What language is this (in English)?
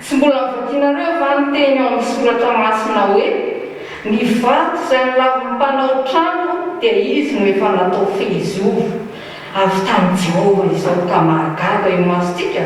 Malagasy